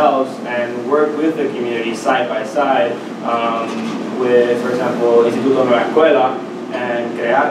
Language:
English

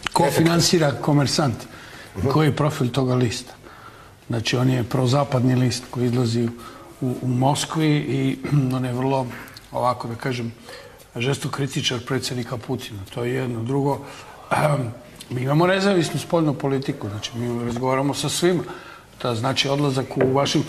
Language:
Serbian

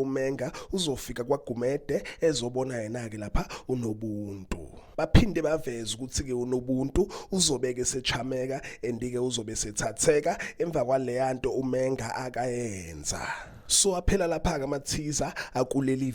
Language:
Zulu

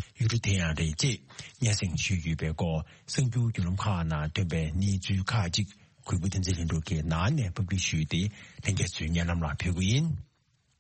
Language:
Tibetan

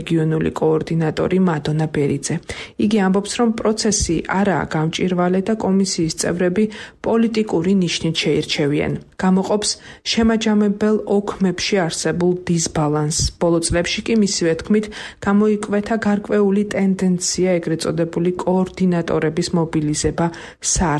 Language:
Georgian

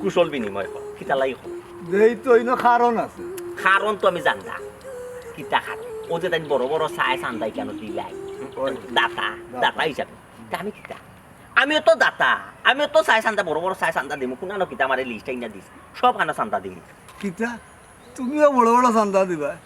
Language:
Sylheti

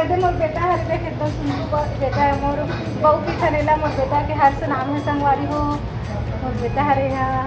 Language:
Chhattisgarhi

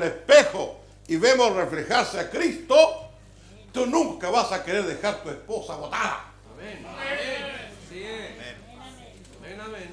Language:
Spanish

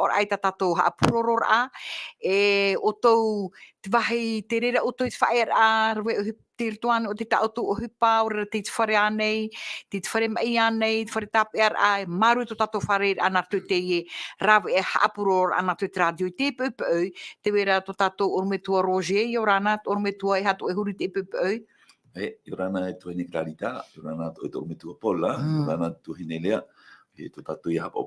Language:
Tahitian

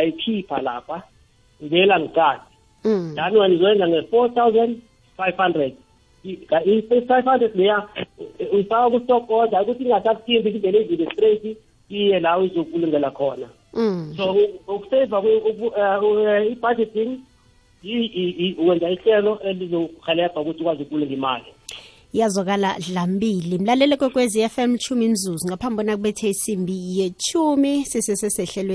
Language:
South Ndebele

